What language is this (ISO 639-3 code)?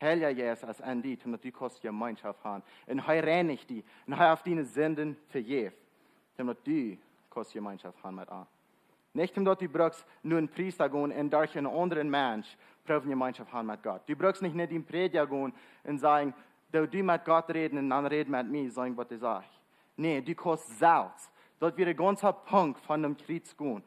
pdt